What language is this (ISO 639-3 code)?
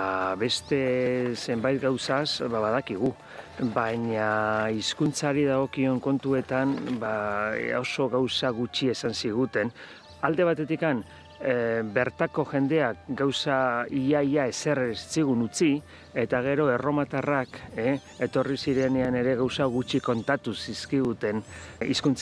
eus